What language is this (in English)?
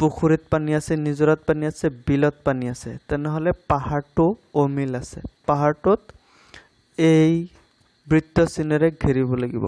Assamese